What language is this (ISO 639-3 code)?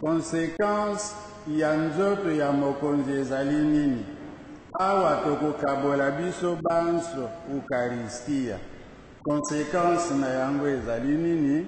lin